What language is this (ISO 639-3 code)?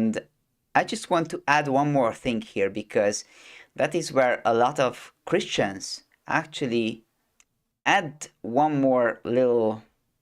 eng